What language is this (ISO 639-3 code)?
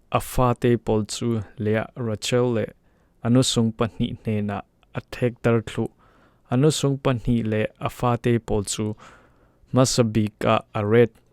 cfm